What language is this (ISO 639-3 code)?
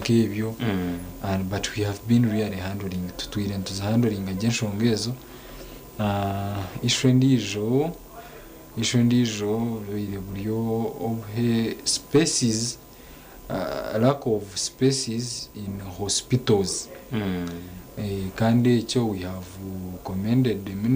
nyn